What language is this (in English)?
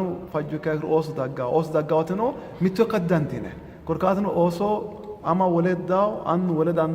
Sidamo